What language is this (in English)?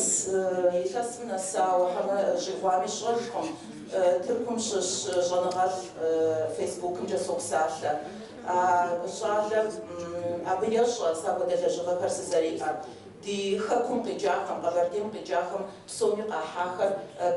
Kabardian